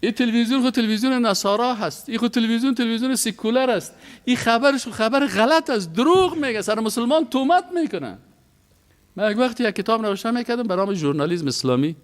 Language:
Persian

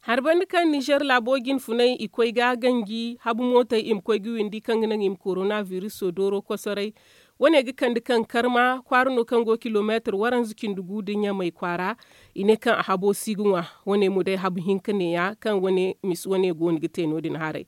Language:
Zarma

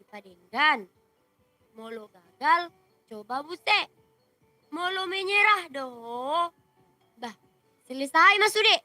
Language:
Batak Toba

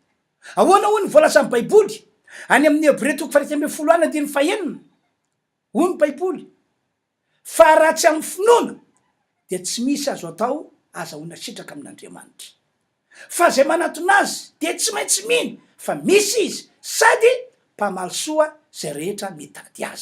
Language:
Malagasy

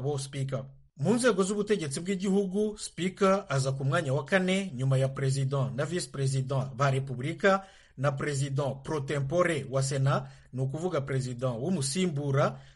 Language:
Kinyarwanda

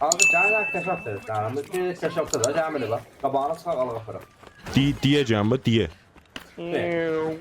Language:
South Azerbaijani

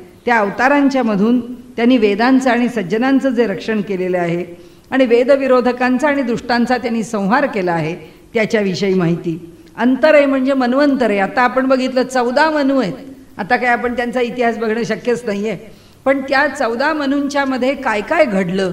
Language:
Marathi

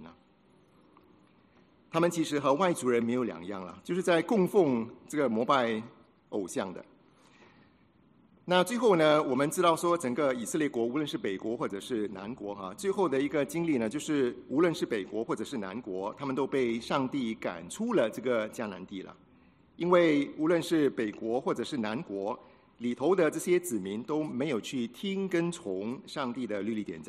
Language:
Chinese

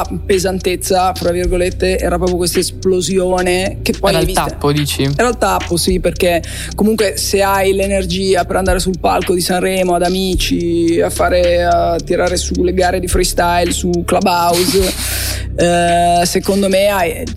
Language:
Italian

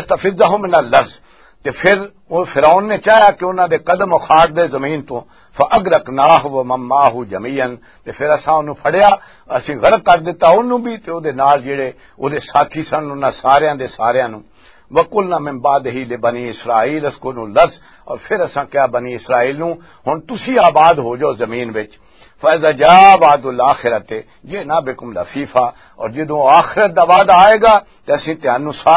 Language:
Western Panjabi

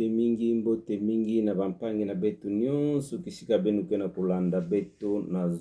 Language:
Kituba (Democratic Republic of Congo)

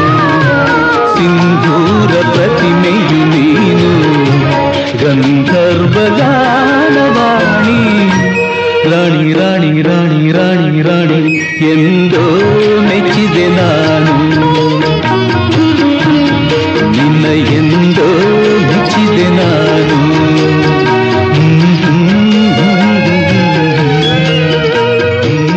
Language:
Kannada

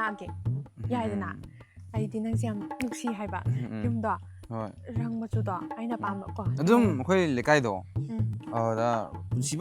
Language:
Manipuri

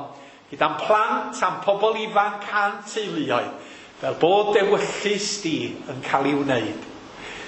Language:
Welsh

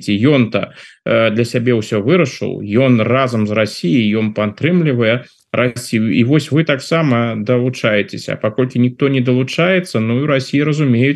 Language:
Belarusian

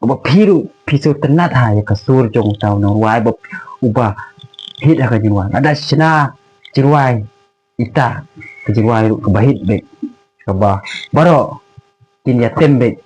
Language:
Khasi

